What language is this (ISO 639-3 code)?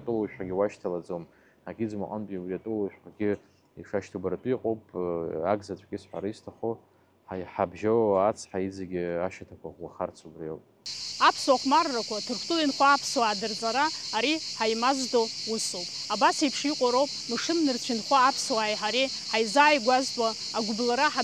abk